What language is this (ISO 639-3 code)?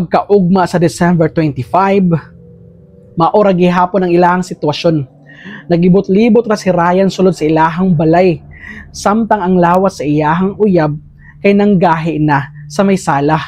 ceb